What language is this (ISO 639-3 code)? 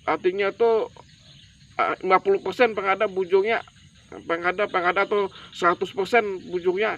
bjn